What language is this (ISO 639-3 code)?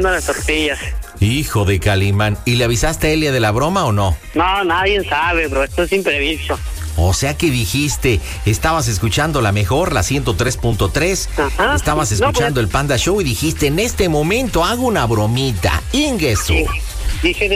spa